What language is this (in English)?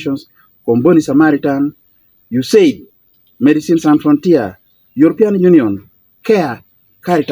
Acoli